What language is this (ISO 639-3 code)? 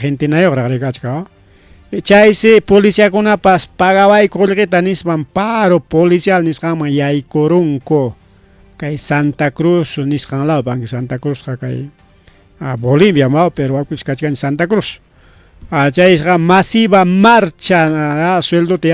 quy